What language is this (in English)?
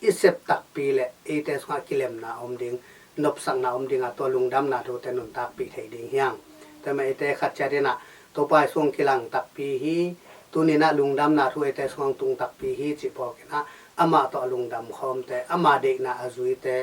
Tedim Chin